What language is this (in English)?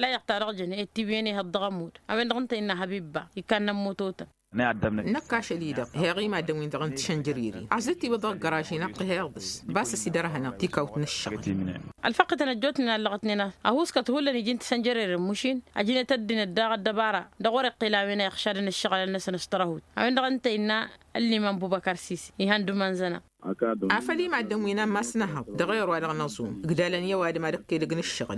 Tamasheq